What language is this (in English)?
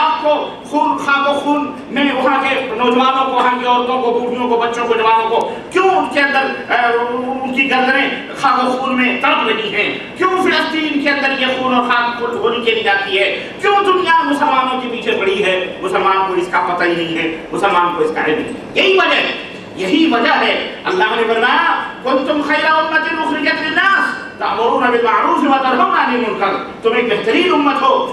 Urdu